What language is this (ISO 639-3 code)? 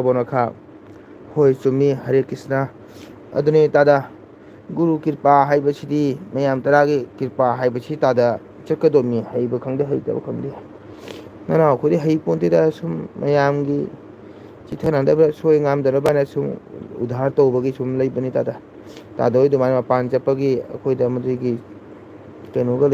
mni